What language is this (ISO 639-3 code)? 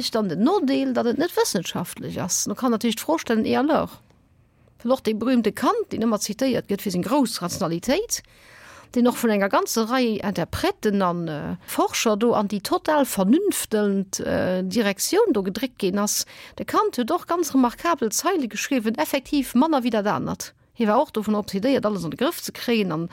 ltz